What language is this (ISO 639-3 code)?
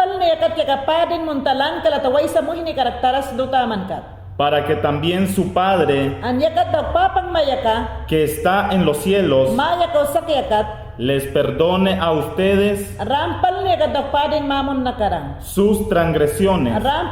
yan